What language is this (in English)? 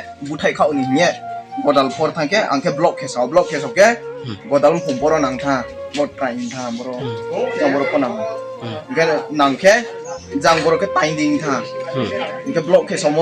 Riang (India)